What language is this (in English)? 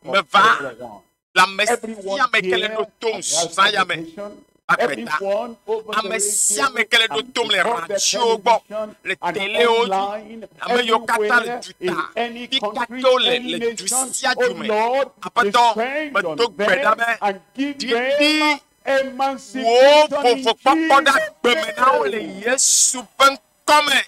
Ewe